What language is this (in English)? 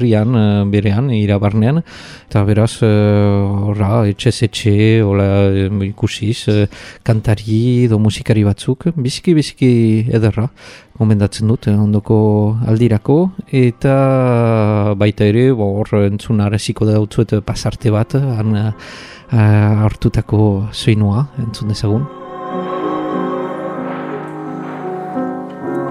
Basque